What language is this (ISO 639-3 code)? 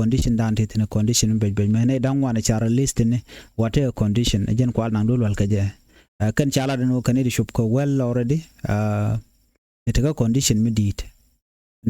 nus